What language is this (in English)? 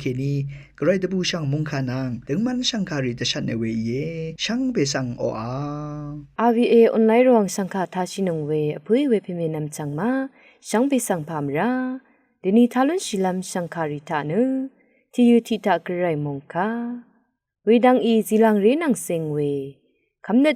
Rawang